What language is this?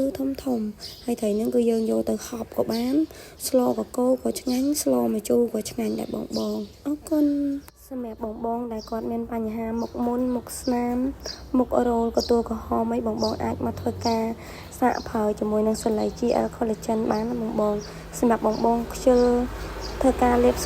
Khmer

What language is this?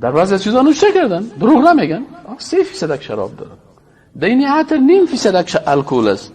Persian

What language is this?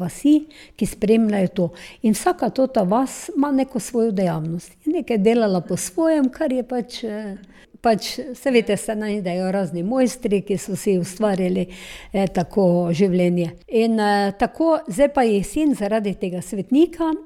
Slovenian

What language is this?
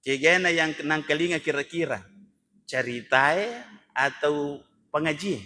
Buginese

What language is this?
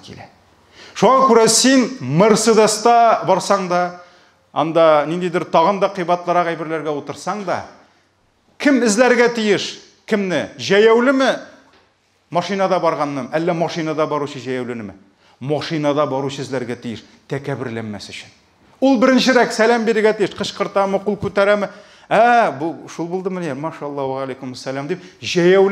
Tatar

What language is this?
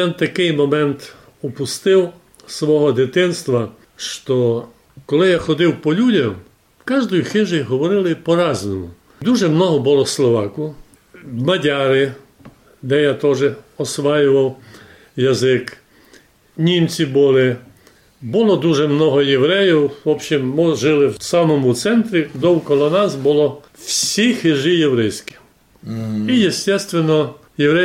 Rusyn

